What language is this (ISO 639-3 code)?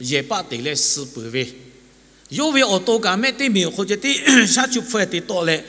lhu